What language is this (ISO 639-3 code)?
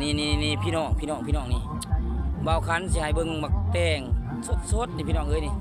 lao